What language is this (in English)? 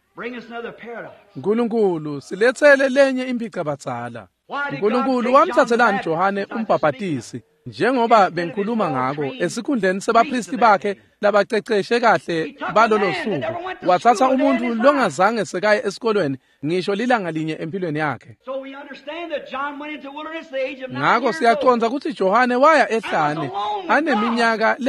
Swati